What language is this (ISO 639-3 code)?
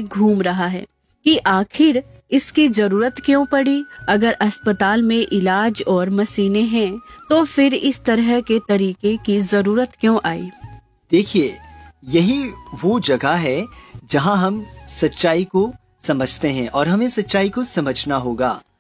hin